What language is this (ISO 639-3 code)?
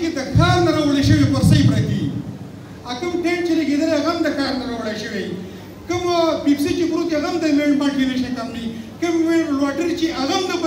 pus